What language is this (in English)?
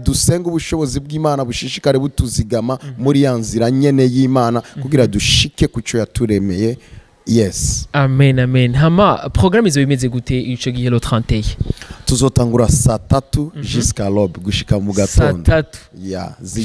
Rundi